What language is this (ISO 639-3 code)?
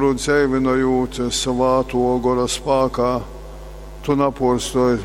ltg